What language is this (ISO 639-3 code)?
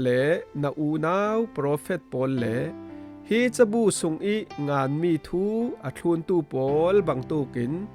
cfm